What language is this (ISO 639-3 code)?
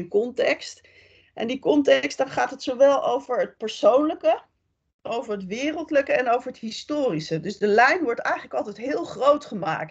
nld